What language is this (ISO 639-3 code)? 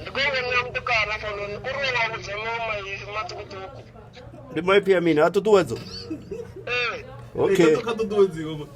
ven